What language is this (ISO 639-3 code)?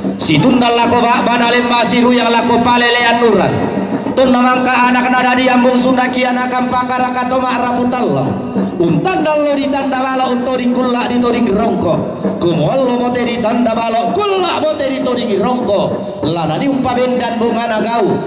sda